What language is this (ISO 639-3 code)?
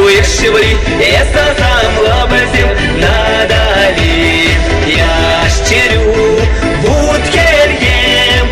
chv